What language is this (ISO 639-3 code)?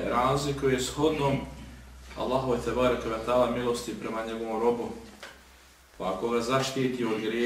bos